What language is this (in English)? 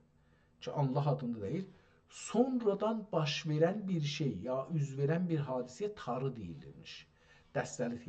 South Azerbaijani